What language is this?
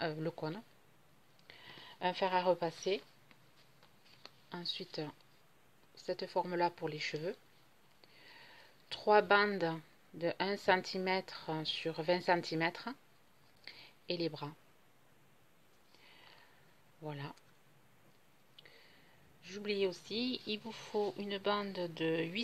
French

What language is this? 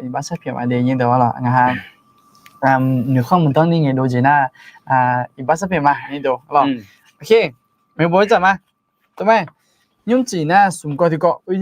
Akha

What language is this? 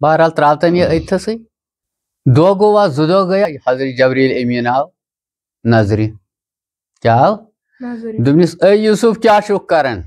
Kashmiri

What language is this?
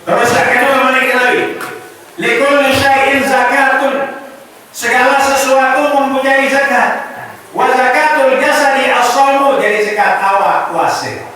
Sasak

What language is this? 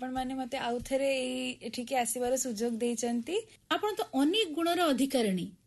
Odia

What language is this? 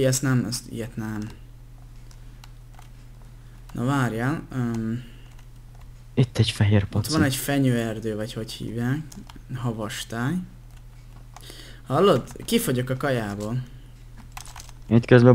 Hungarian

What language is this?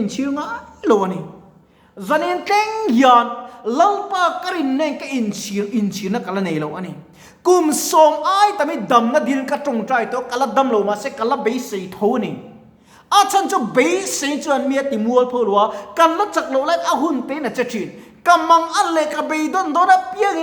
Mizo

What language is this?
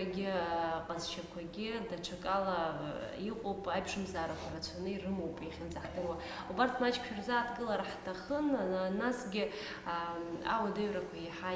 Abkhazian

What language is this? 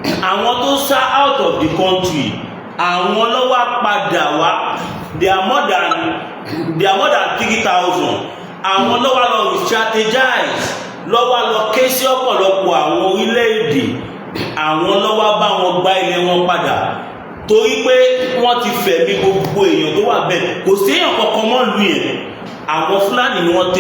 Yoruba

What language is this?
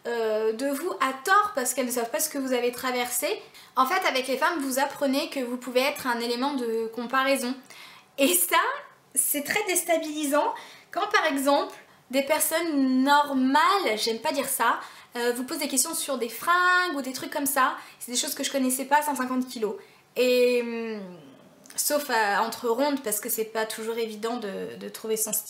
French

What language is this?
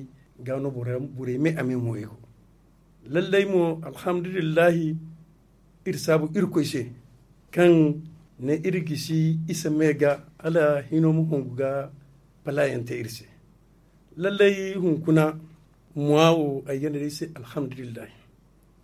Zarma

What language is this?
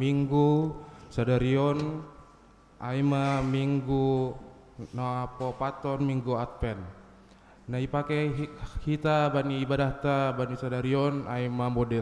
Batak Simalungun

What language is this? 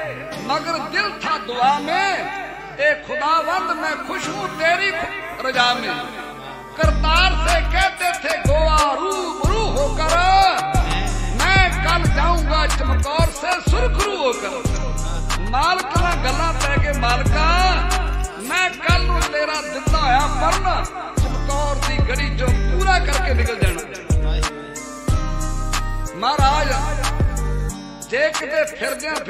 Punjabi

